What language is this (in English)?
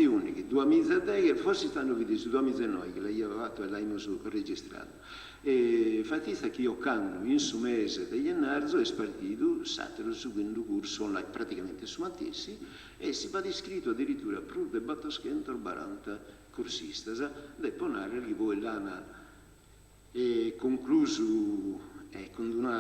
Sardinian